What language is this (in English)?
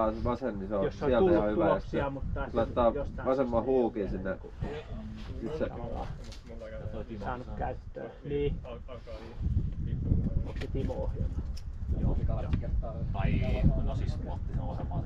Finnish